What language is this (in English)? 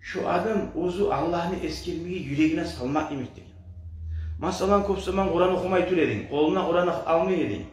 Kumyk